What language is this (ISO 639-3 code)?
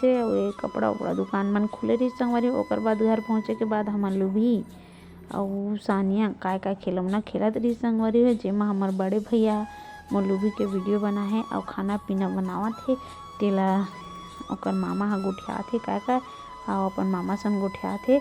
hne